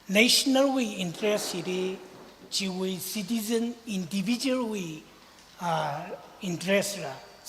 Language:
Tangkhul Naga (India)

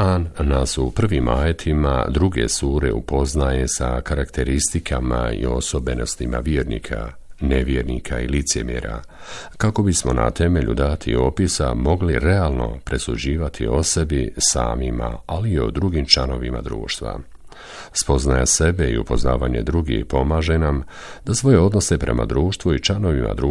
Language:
Bosnian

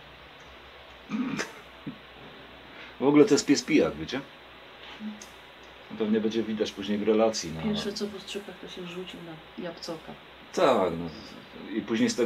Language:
Polish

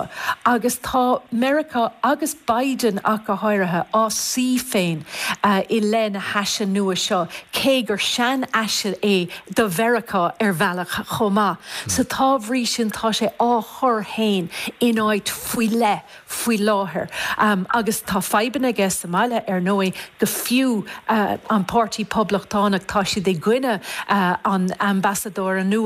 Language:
Irish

